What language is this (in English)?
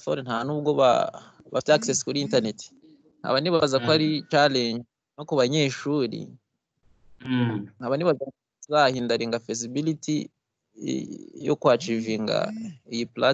Kinyarwanda